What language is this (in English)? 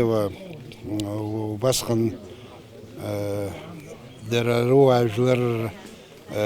Abkhazian